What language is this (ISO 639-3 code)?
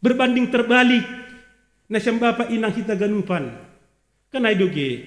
bts